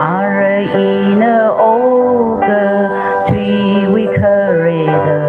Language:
Tangkhul Naga (India)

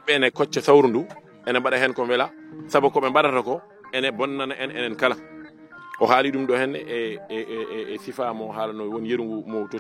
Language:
Fula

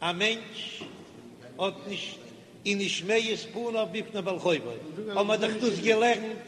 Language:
Yiddish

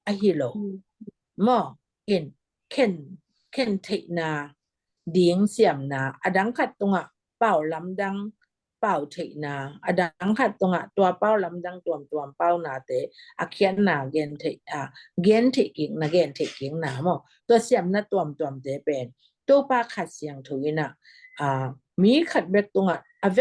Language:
Tedim Chin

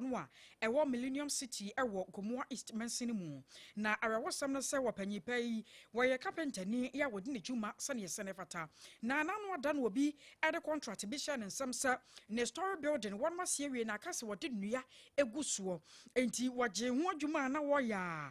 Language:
Akan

